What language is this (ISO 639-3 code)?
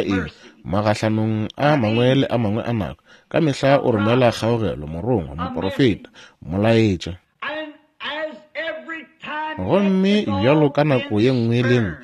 nso